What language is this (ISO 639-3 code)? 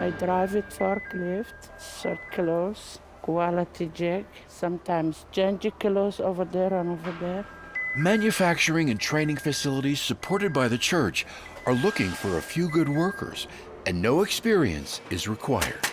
tah